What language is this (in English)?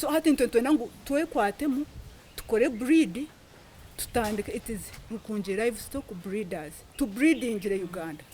Nyankole